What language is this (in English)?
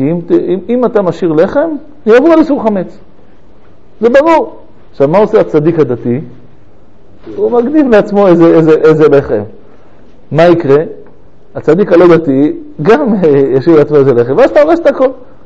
Hebrew